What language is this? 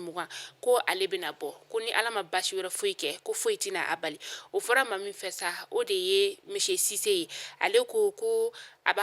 Bambara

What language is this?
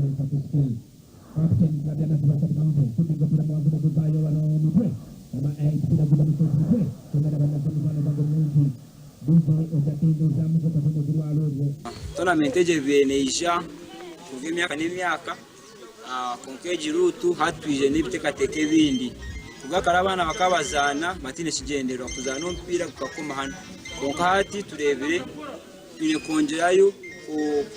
Nyankole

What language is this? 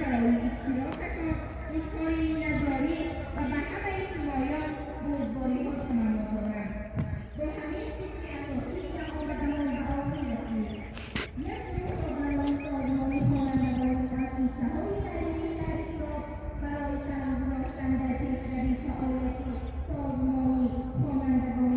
Tajik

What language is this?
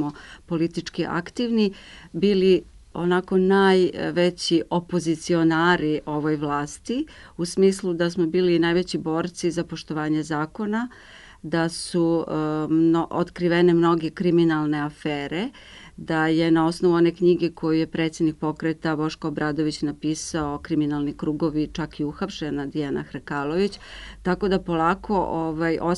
Serbian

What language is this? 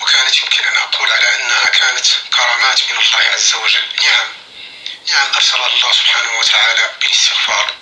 North Levantine Arabic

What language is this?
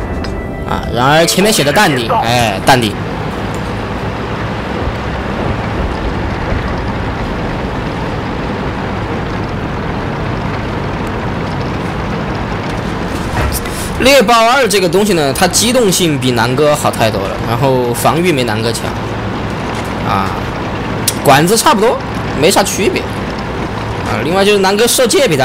Chinese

